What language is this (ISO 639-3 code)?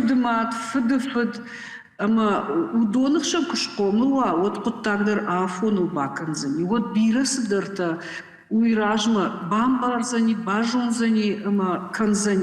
oss